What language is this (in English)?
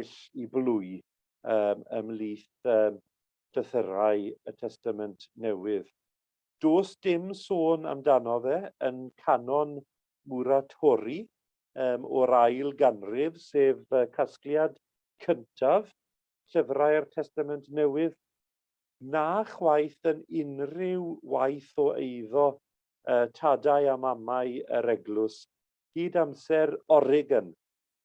Welsh